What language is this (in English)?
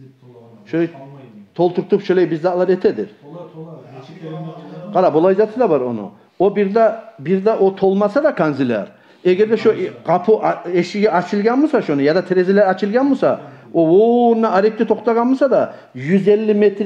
Kumyk